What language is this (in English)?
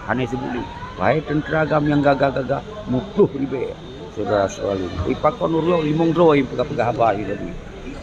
Achinese